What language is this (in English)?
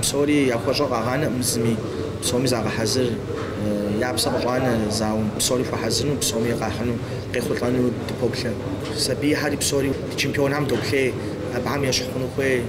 Kabardian